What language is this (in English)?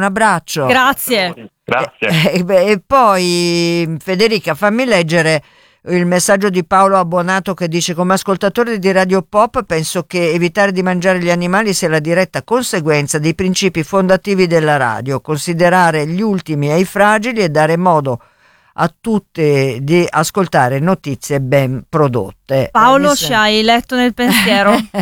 Italian